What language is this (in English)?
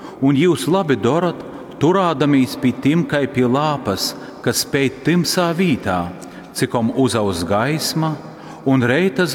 Latgalian